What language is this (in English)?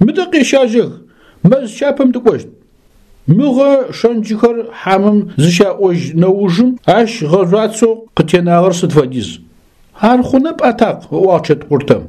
Adyghe